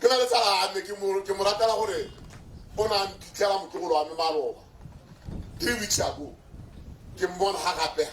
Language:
Tswana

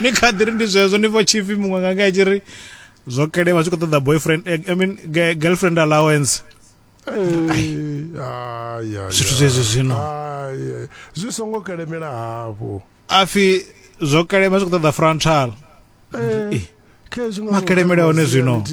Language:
Venda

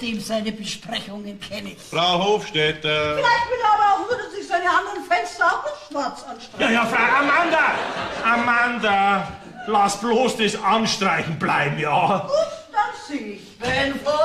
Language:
Bavarian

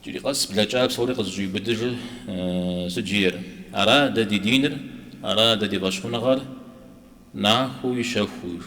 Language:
Kabardian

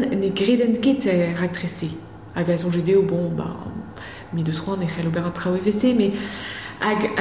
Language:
Breton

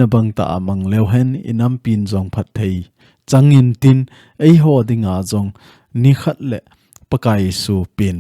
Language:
Thado Chin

